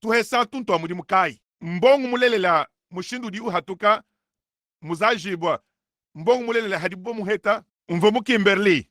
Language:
Luba-Lulua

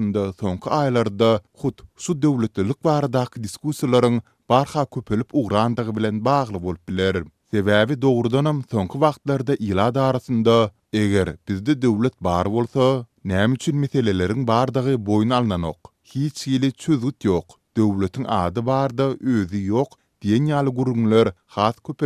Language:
Turkmen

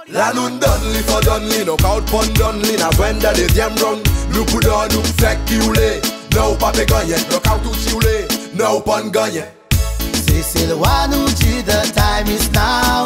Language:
Seselwa Creole French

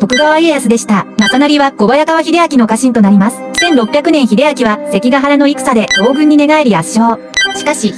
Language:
Japanese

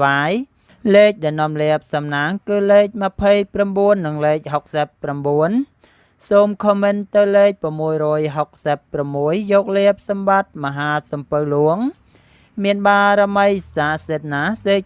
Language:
Khmer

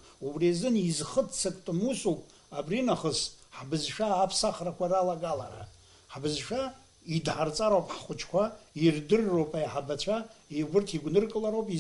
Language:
Abkhazian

